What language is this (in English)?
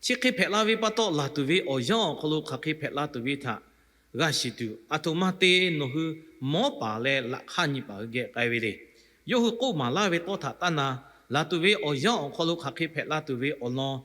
Lahu